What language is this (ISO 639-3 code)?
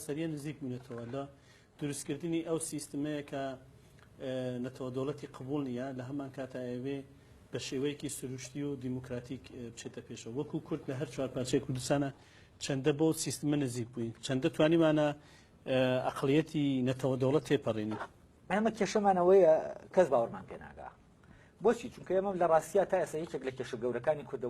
ckb